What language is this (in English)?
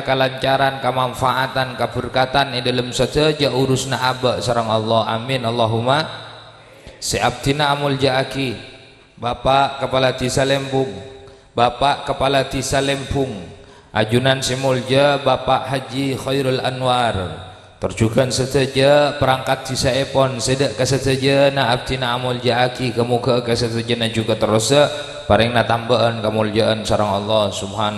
Madurese